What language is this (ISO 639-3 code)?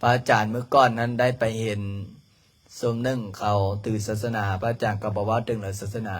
lao